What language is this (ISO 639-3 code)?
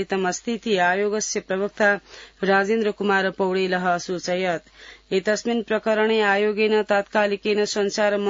san